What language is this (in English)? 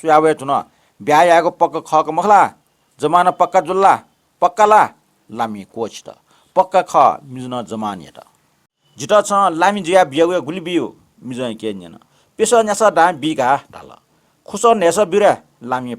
Newari